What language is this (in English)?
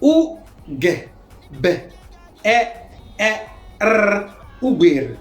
Konkomba